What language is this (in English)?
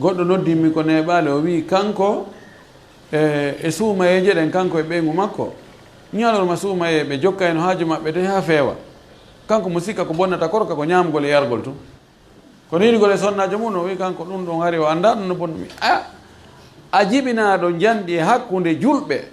Fula